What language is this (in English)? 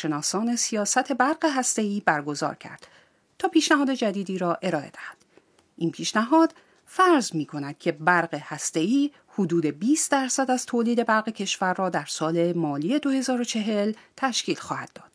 Persian